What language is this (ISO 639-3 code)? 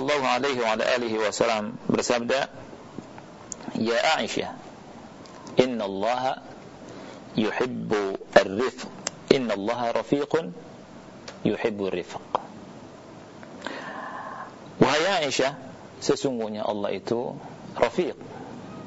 ind